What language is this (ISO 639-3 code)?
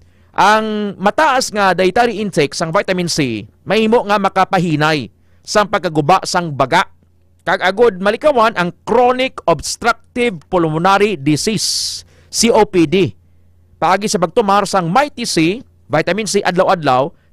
hil